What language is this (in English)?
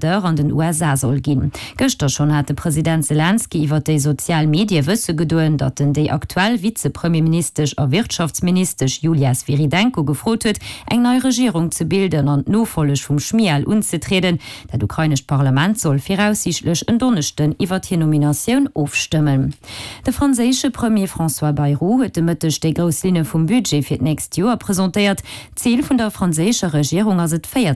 Luxembourgish